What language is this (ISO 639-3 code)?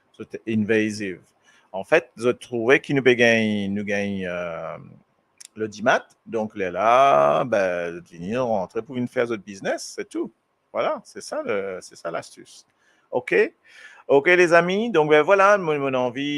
mfe